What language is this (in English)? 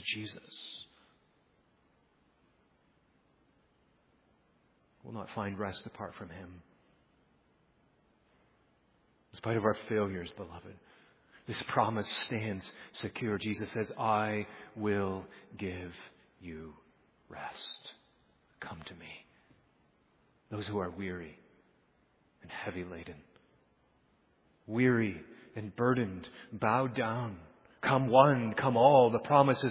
English